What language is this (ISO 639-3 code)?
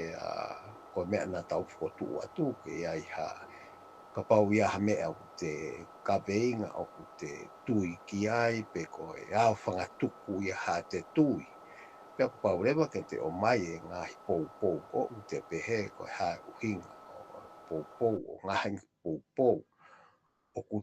ton